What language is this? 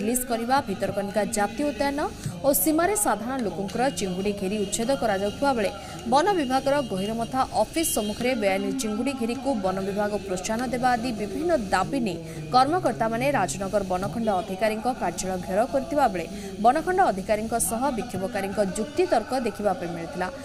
Odia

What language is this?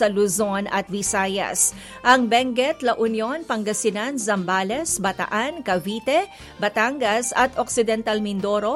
Filipino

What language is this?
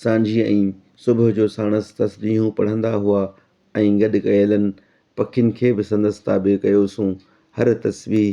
Sindhi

